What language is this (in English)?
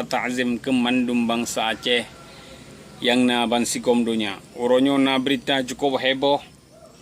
Achinese